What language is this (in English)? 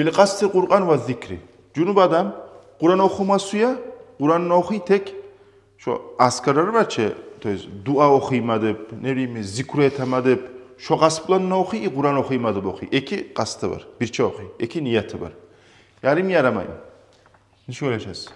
Kumyk